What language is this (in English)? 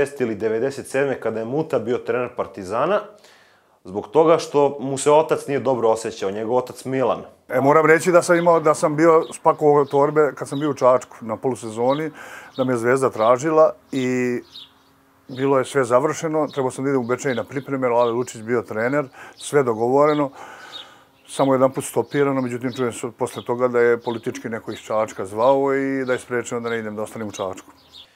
Serbian